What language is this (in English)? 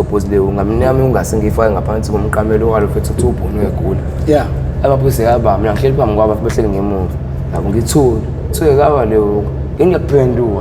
Zulu